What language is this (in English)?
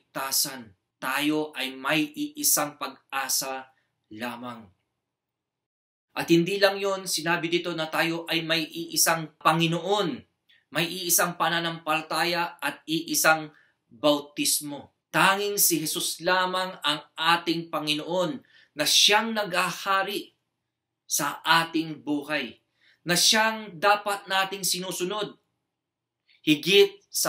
Filipino